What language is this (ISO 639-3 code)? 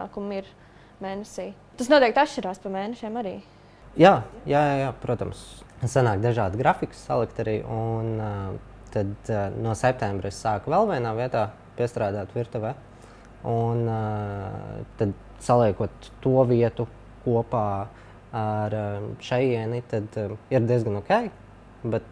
lav